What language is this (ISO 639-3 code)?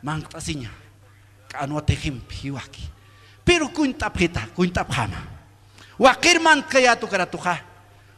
aym